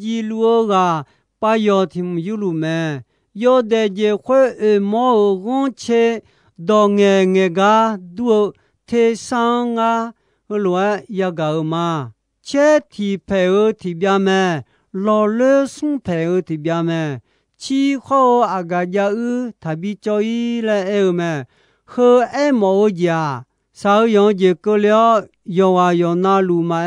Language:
Akha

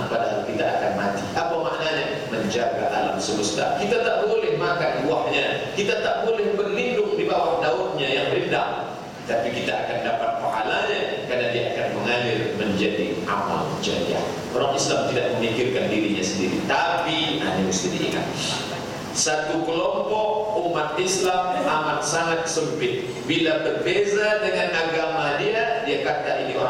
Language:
Malay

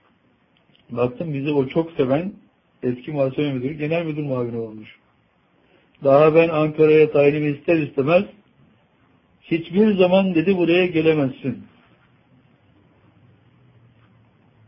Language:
Turkish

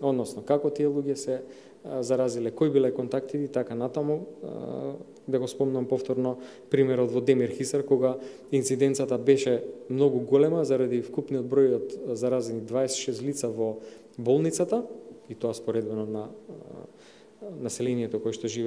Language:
Macedonian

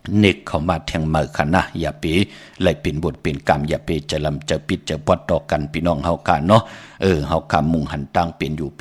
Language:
Shan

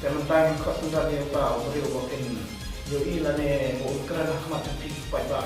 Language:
Khasi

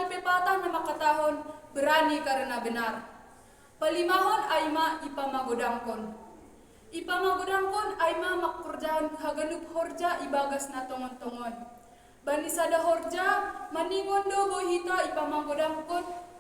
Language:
Batak Simalungun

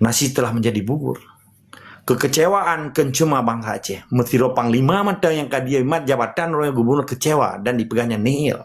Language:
Achinese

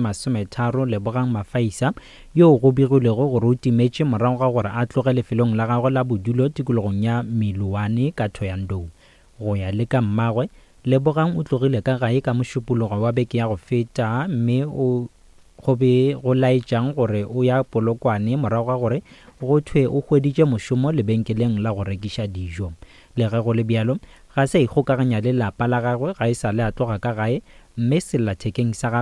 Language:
Northern Sotho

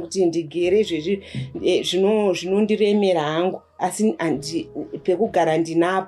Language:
Shona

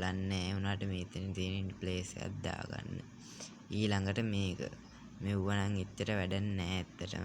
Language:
Sinhala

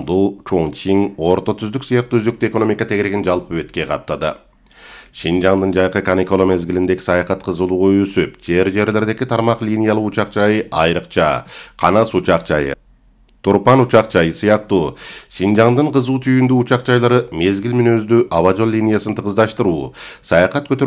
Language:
Kyrgyz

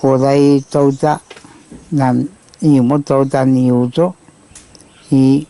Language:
Pohnpeian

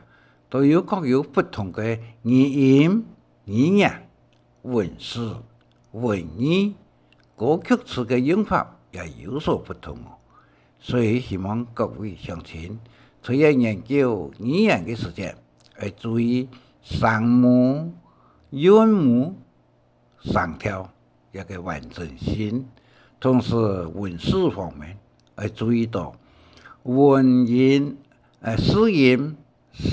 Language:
Hakka Chinese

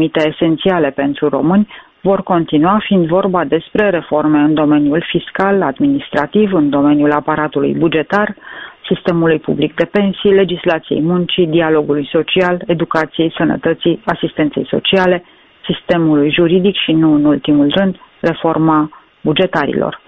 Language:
Romanian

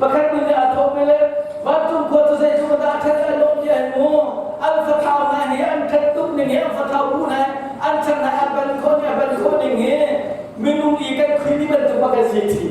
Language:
Hakha Chin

